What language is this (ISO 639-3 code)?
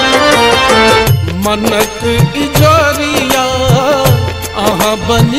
mai